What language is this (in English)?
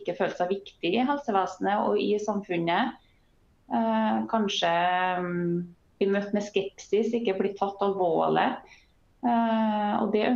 Norwegian